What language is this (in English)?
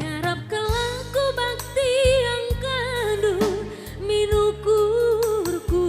Batak Karo